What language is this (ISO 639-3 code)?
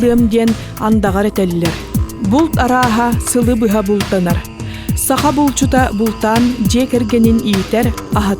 sah